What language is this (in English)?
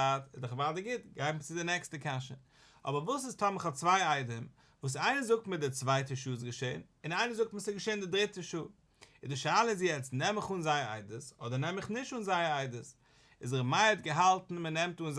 Yiddish